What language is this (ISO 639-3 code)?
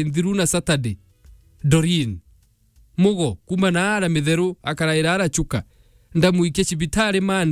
mer